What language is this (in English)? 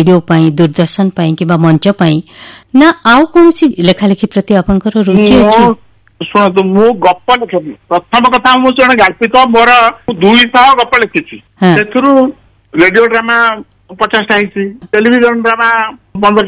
Odia